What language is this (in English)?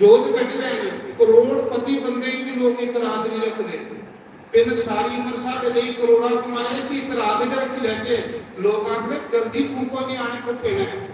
Dogri